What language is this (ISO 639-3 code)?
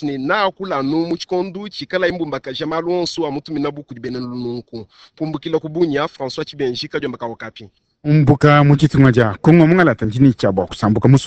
lua